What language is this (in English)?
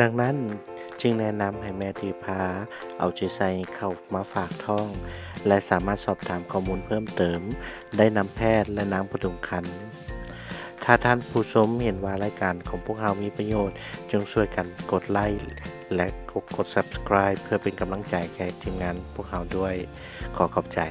Lao